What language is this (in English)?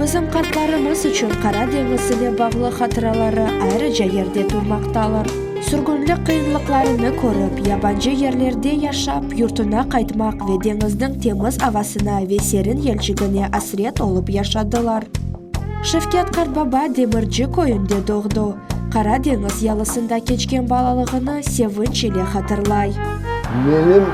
Crimean Tatar